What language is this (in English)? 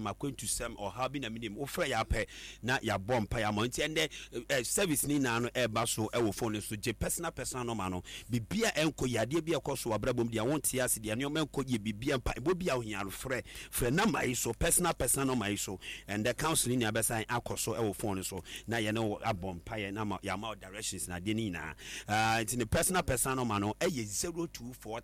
Akan